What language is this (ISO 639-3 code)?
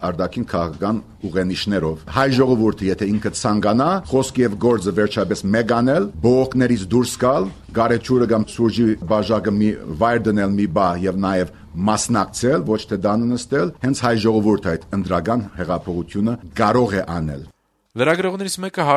hye